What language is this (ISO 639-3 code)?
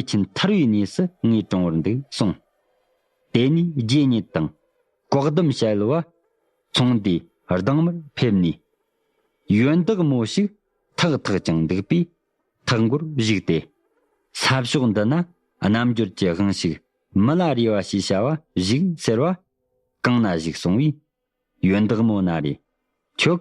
bod